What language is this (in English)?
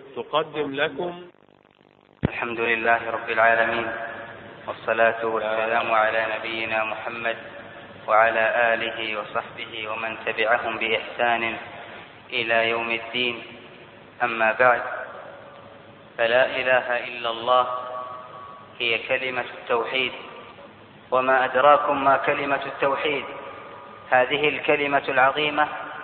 Arabic